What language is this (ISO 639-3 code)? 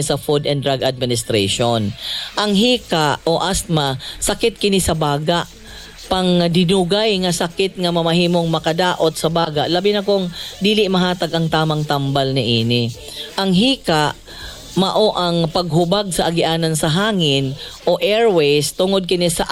ceb